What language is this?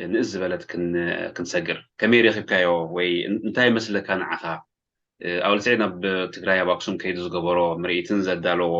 Tigrinya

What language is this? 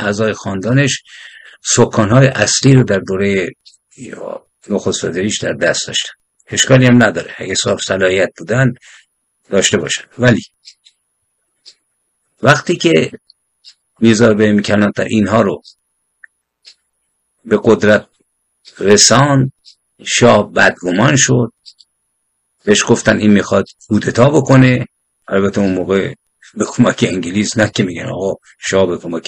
Persian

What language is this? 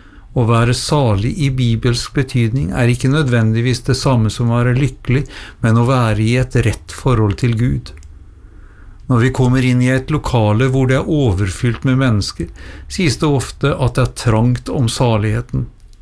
Norwegian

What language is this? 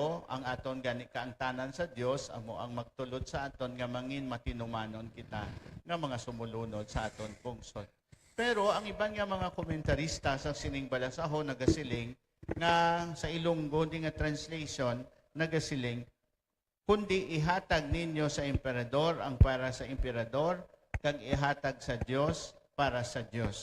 Hiligaynon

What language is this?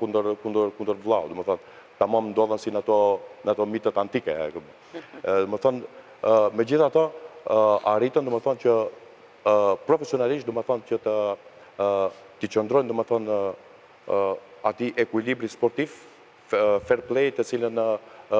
Albanian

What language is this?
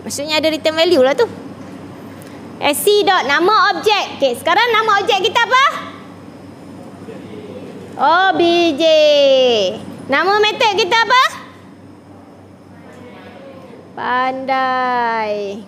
Malay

